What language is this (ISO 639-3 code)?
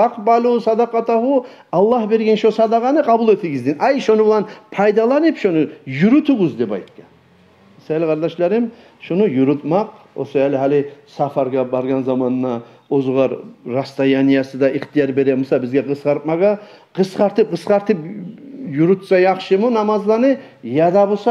kum